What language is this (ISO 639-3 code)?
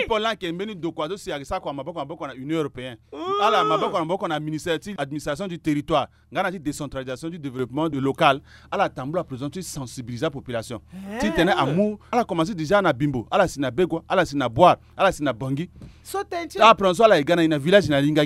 sag